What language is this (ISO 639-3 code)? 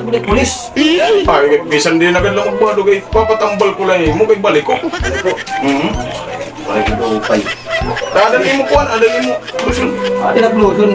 war